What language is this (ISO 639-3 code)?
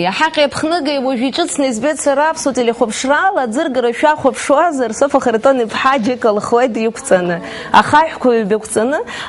abk